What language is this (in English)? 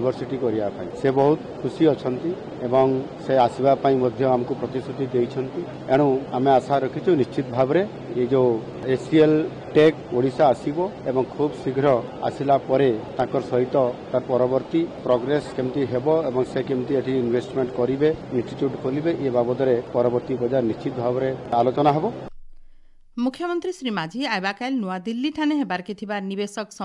Odia